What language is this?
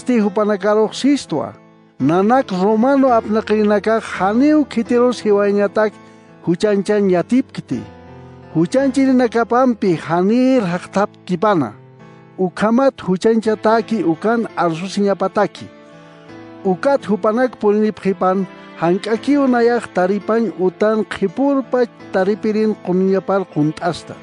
Aymara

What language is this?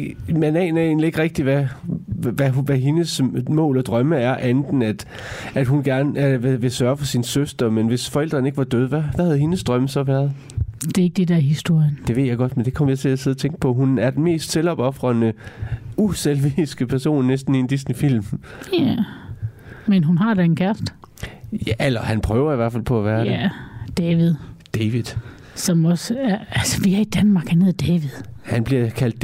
Danish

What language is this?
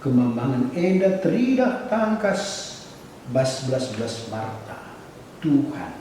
Batak Karo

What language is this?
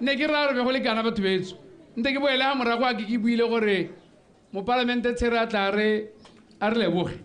Tswana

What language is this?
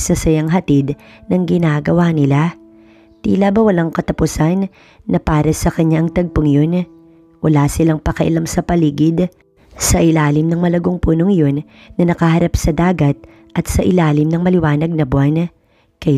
Filipino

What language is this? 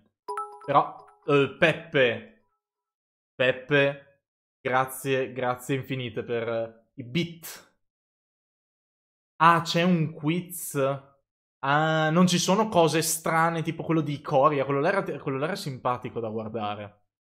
Italian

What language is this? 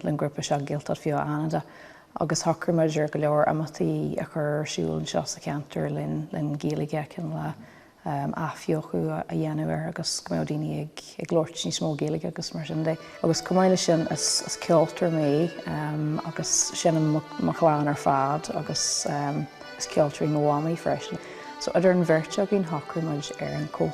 Irish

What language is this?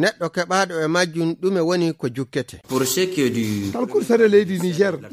Fula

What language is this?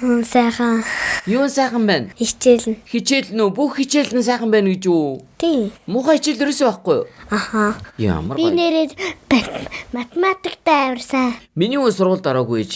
Mongolian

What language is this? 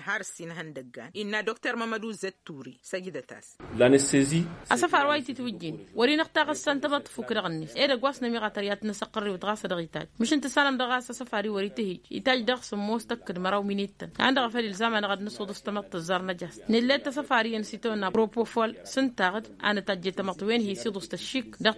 Tamasheq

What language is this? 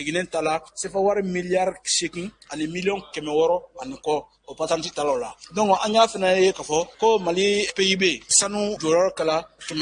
Bambara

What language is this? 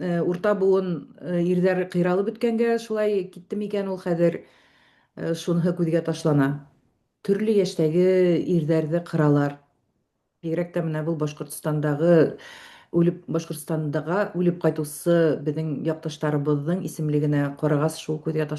Bashkir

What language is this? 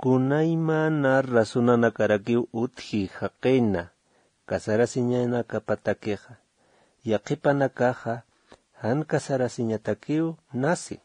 Aymara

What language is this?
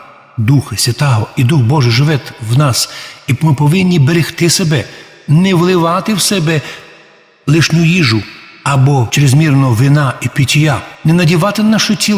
Rusyn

